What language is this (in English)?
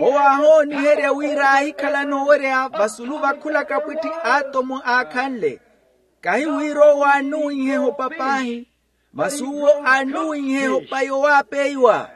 Makhuwa